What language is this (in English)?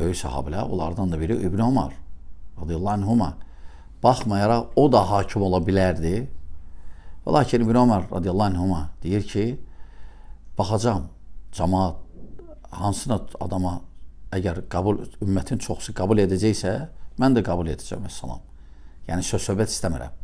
Azerbaijani